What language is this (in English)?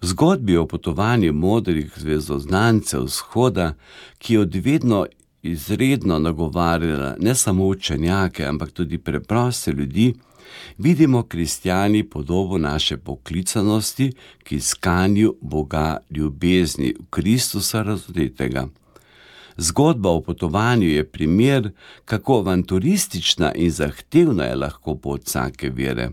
Slovenian